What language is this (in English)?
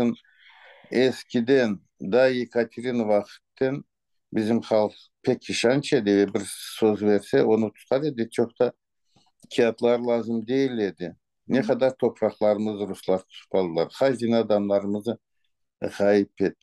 Crimean Tatar